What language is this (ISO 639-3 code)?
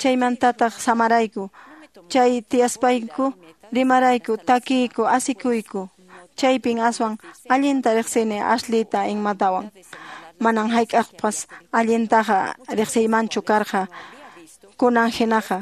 que